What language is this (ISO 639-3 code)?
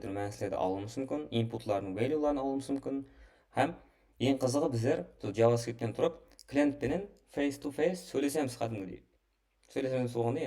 kaa